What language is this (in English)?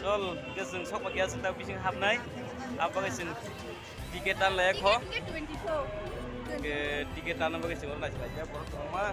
Kok Borok